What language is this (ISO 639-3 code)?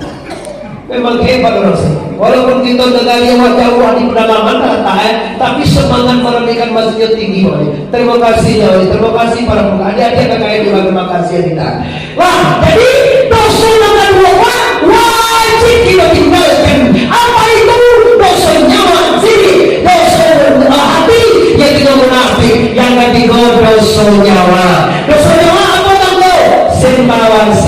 min